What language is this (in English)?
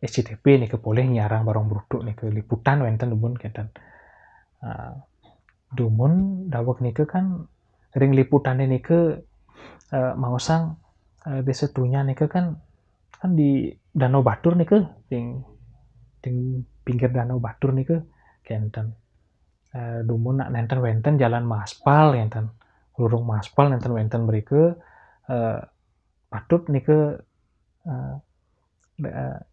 Balinese